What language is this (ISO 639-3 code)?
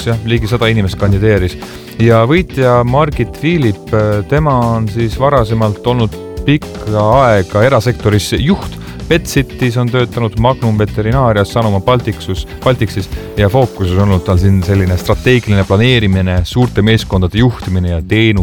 est